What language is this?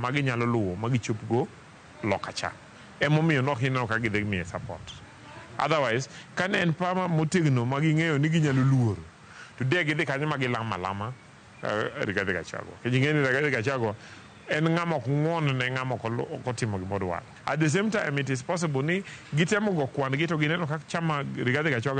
Luo (Kenya and Tanzania)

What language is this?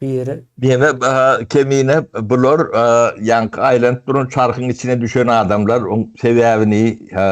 Turkmen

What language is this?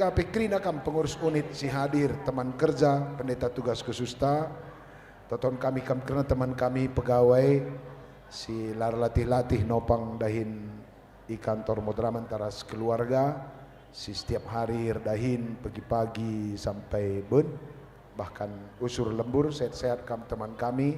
Batak Karo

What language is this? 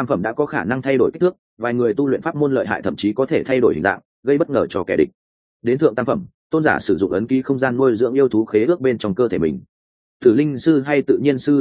Vietnamese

